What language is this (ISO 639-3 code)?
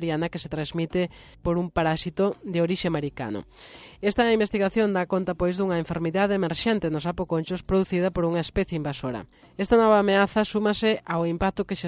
glg